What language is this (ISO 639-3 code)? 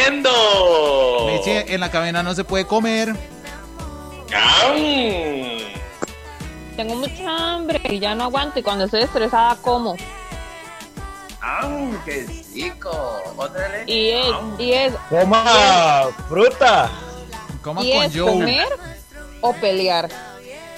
spa